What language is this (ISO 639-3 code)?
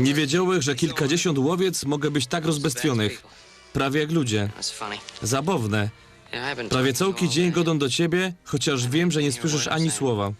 szl